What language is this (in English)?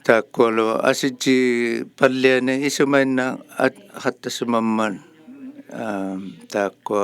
Inuktitut